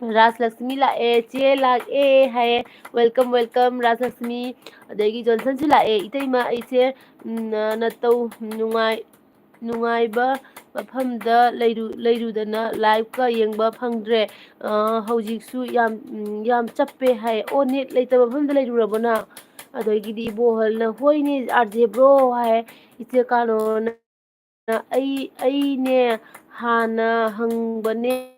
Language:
Manipuri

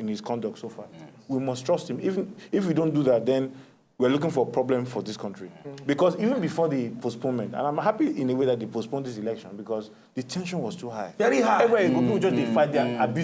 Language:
Nigerian Pidgin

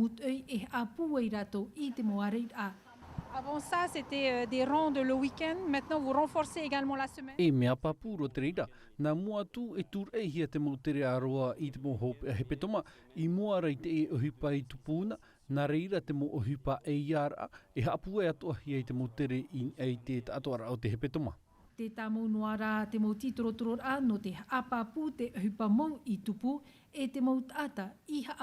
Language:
Tahitian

